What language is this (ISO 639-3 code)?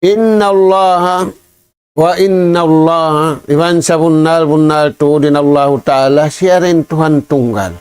tsg